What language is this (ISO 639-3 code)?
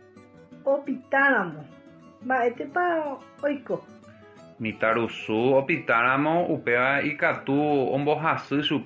grn